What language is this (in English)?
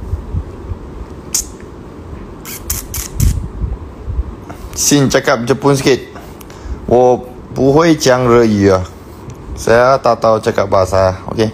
Malay